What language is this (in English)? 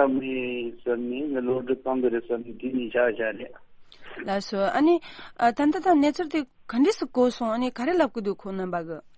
Tibetan